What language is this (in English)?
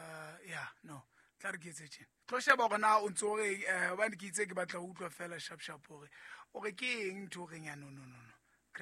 Southern Sotho